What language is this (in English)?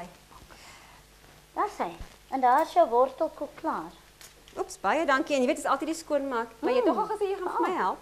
Afrikaans